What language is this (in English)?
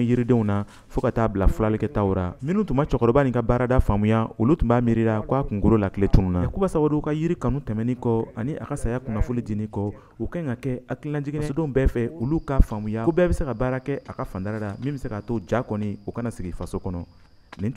Bambara